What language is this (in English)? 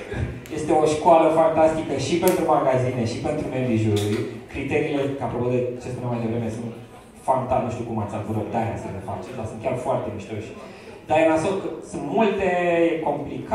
Romanian